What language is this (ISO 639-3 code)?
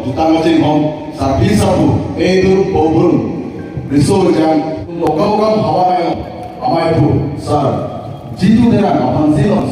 mjw